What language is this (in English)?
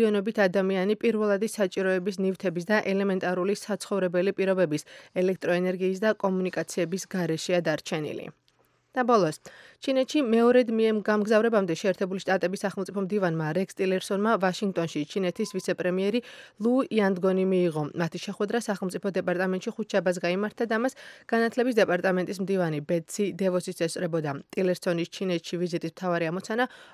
Georgian